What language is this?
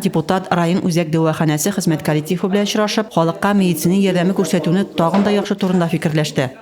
Tatar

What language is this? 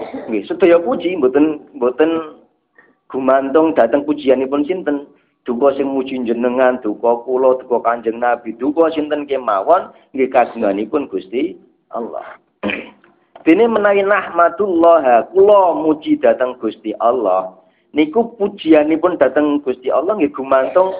Javanese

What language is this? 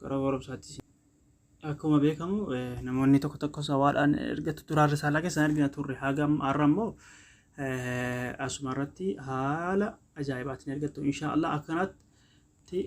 Oromo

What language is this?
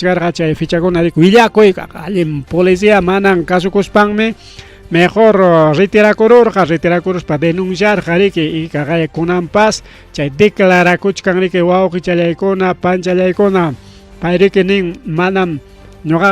Ayacucho Quechua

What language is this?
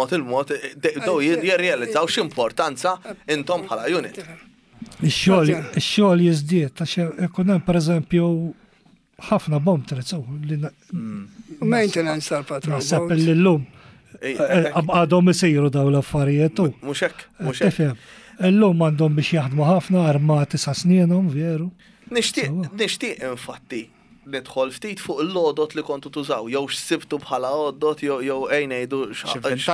Maltese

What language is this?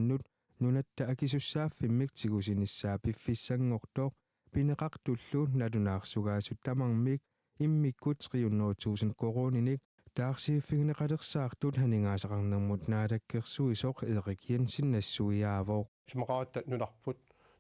Kalaallisut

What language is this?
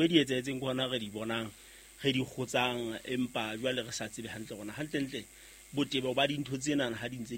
Southern Sotho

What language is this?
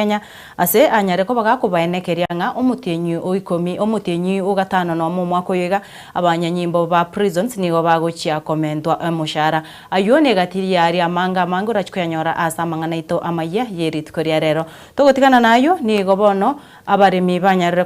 Gusii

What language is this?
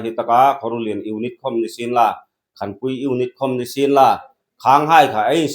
Hmar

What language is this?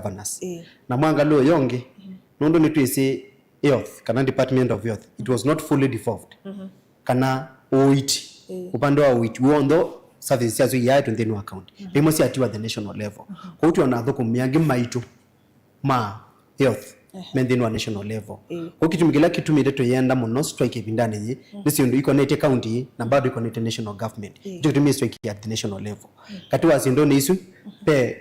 Kamba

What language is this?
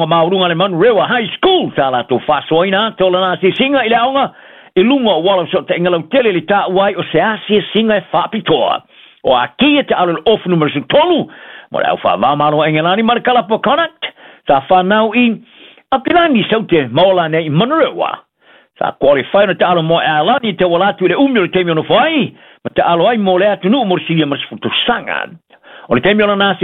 Samoan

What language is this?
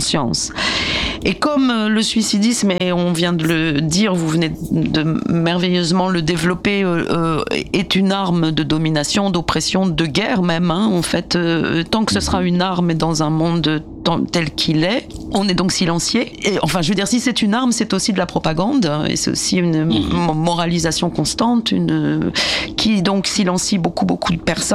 French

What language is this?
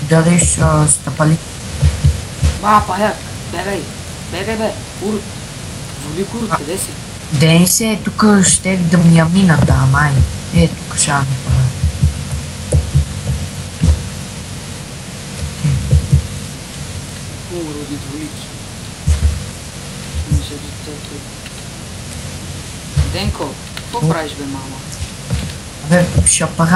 Bulgarian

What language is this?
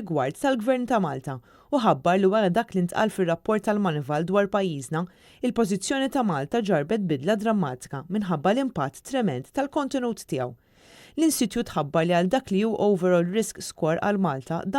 Maltese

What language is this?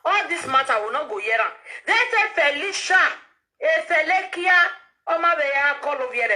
Nigerian Pidgin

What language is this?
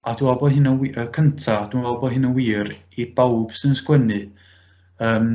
Welsh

